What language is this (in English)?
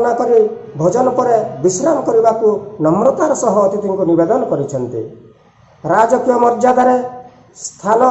Odia